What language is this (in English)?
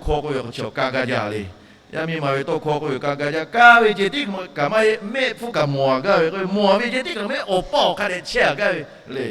Lahu